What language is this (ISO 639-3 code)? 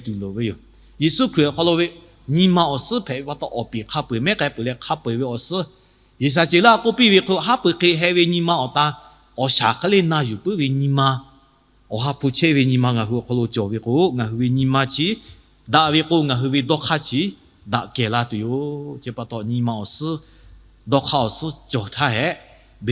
lhu